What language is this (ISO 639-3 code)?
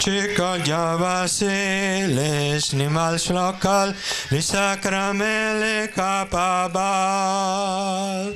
kek